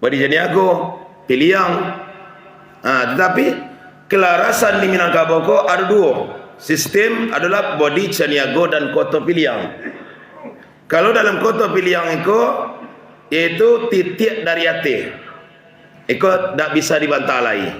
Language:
Minangkabau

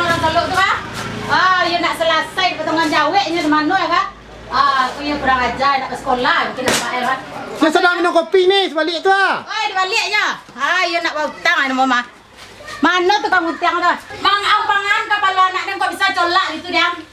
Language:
Minangkabau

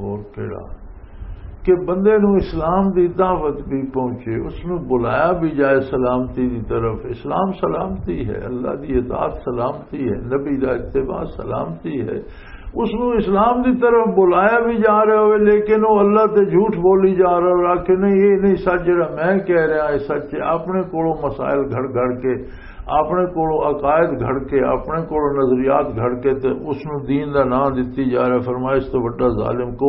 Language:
Western Panjabi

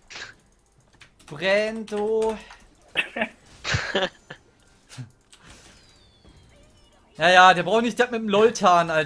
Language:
German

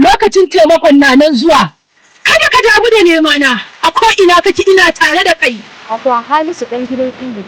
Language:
Hausa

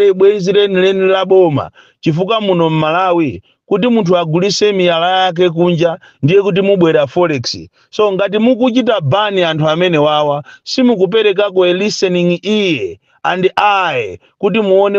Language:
Nyanja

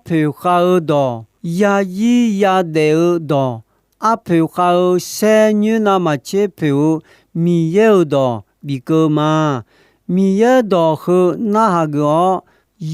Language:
Akha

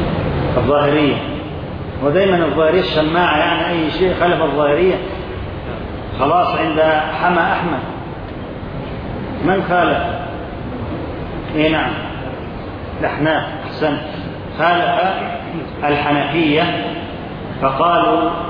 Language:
Arabic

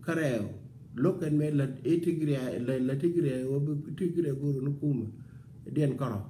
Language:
Nuer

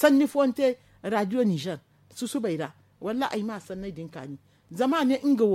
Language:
Zarma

